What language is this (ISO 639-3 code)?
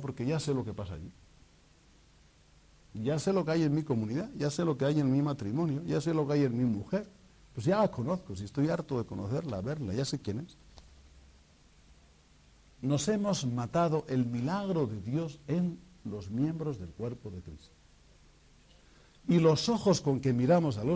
spa